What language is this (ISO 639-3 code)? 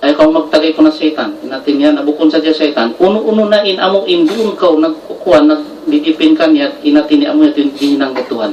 tsg